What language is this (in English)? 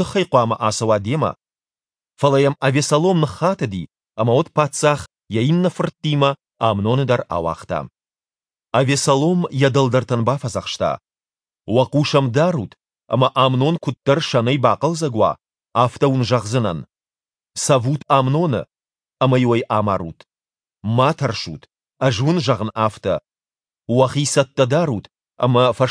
Ossetic